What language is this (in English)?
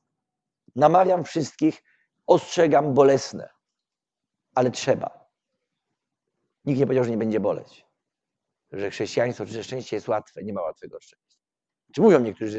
Polish